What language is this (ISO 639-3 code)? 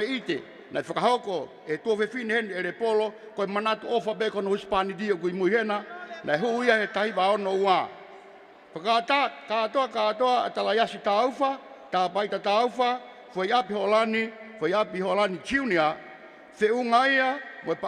ton